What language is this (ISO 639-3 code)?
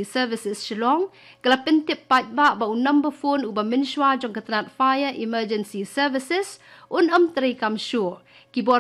kha